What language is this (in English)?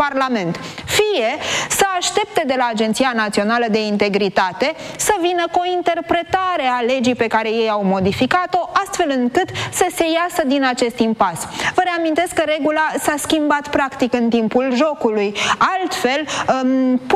Romanian